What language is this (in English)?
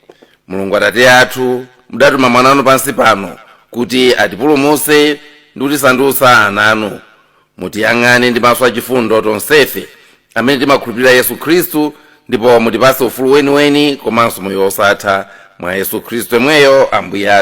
Nyanja